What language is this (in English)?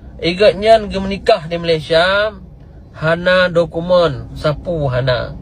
Achinese